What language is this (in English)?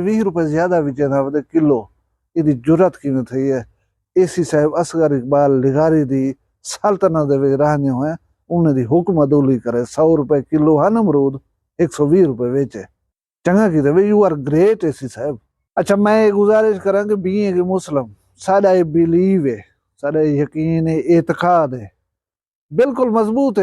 Saraiki